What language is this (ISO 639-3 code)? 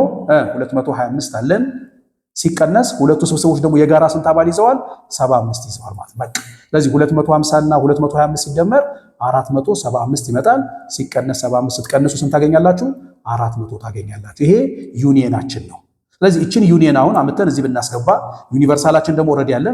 amh